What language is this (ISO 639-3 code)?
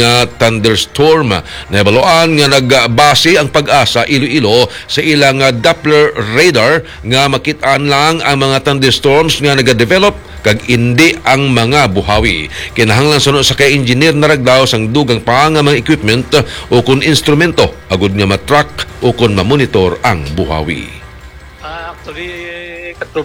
hil